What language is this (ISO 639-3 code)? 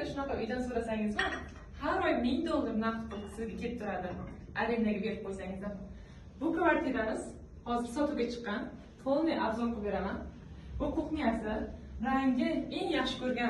uzb